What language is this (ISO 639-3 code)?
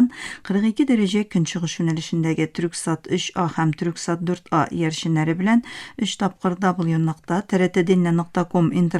tat